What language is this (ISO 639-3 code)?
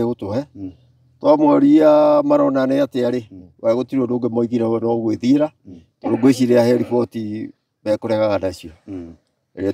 kik